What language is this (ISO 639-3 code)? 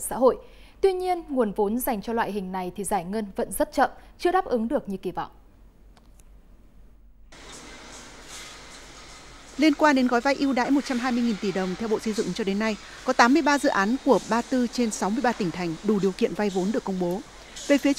vie